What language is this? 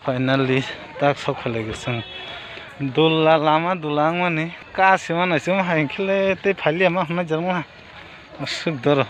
Kok Borok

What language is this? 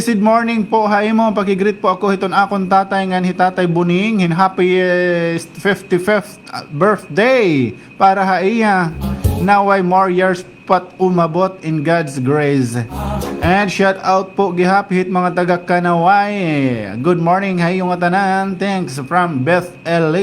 Waray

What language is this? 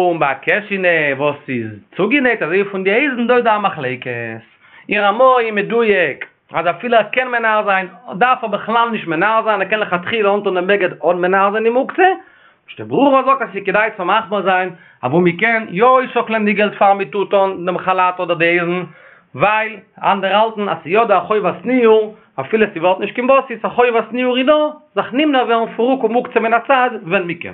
Yiddish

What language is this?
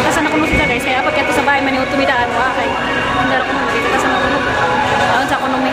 Cebuano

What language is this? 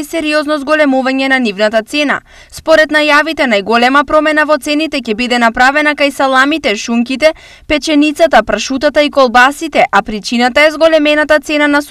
Macedonian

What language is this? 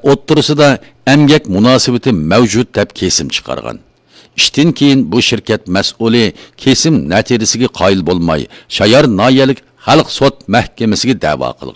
Uyghur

